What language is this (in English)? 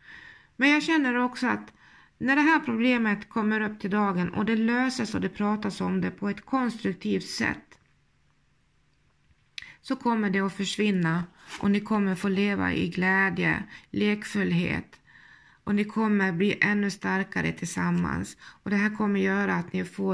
Swedish